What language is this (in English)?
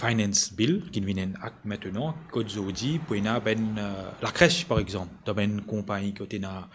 Morisyen